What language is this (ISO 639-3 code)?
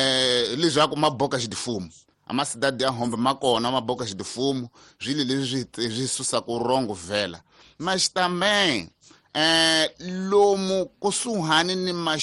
tso